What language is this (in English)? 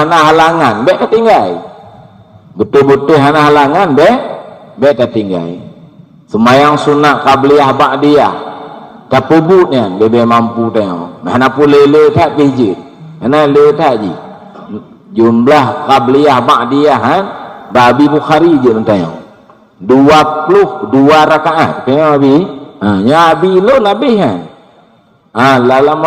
Achinese